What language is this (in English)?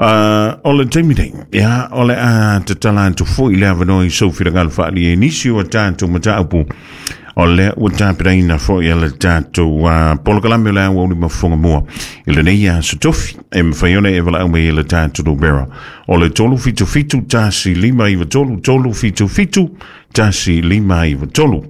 Samoan